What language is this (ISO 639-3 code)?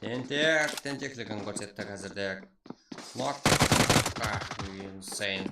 kaa